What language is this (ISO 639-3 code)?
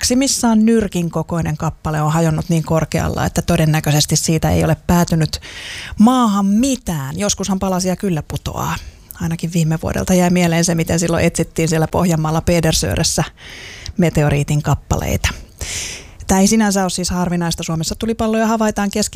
fin